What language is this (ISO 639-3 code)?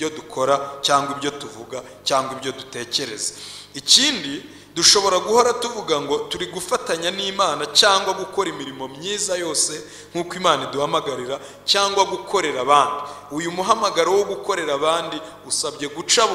kin